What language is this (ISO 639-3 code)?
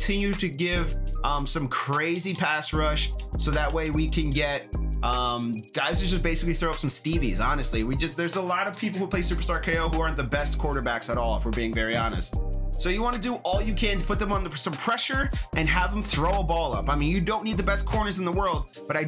eng